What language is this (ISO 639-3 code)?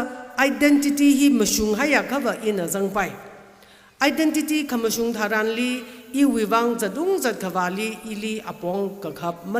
nmf